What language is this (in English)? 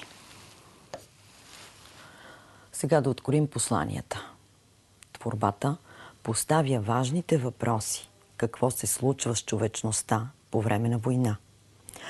Bulgarian